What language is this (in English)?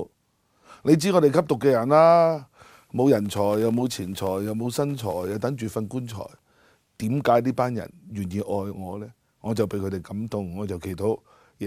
Cantonese